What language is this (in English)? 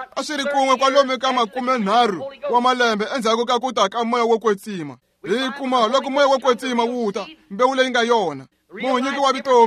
Tsonga